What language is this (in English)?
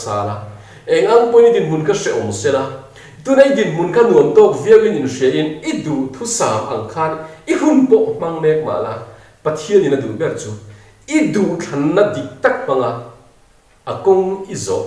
Mizo